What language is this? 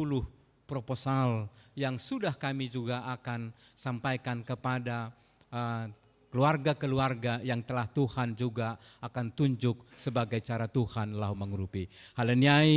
Batak Simalungun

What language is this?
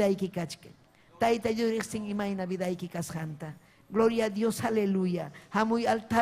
Ayacucho Quechua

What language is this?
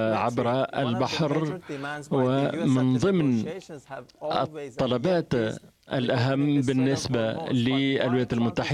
Arabic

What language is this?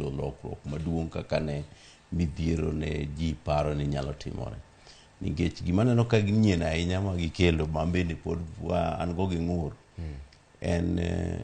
Luo (Kenya and Tanzania)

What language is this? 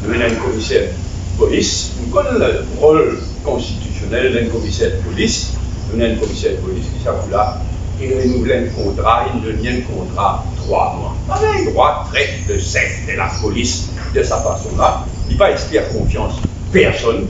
Morisyen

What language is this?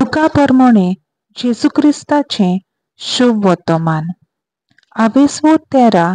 Konkani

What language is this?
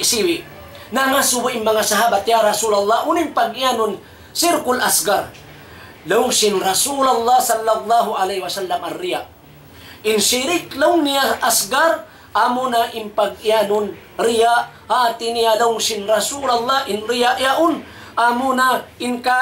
Tausug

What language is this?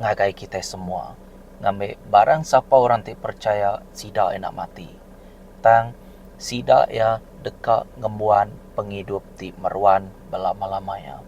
Iban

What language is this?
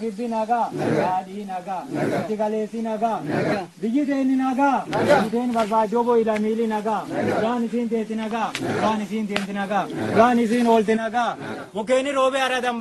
Oromo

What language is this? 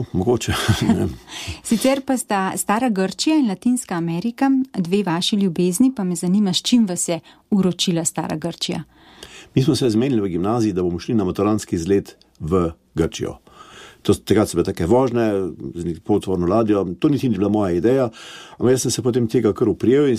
Slovenian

